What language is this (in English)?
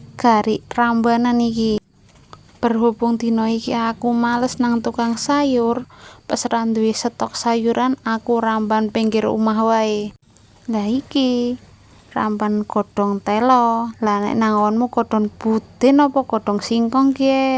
Javanese